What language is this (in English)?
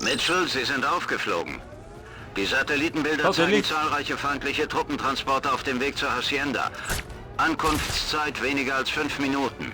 Bavarian